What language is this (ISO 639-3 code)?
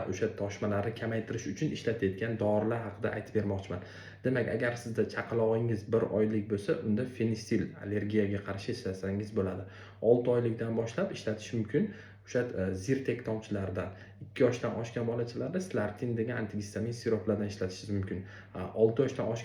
uzb